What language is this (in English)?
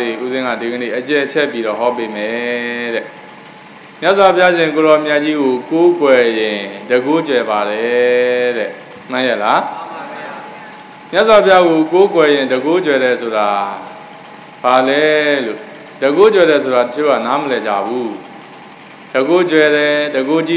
Burmese